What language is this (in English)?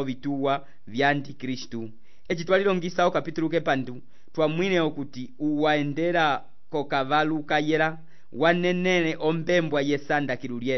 Umbundu